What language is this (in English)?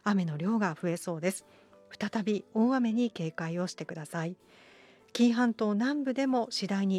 Japanese